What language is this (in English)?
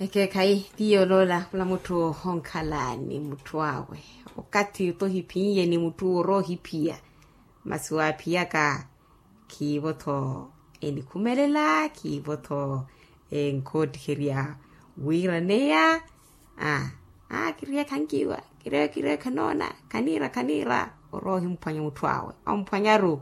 Makhuwa